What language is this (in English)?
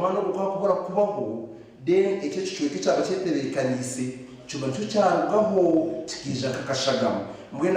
Nyankole